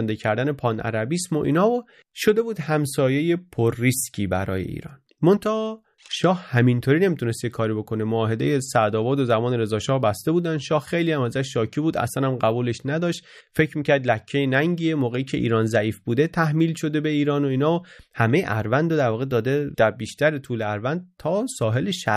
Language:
Persian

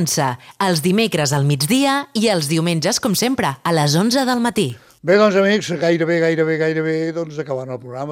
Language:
Catalan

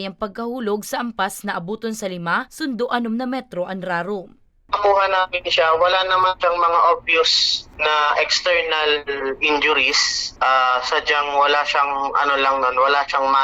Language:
Bikol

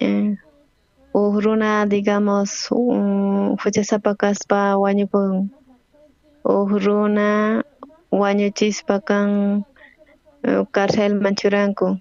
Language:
South Bolivian Quechua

